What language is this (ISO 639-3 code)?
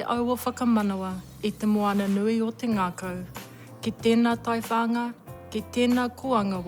mri